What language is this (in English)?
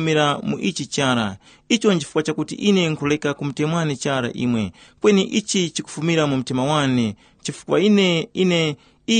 Tumbuka